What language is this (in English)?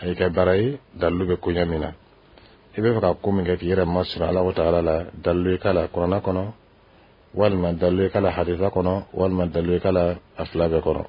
Dyula